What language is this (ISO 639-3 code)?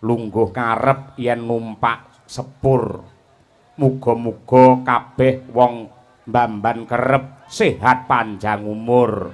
jav